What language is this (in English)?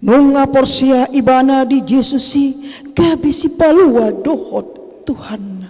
Batak Toba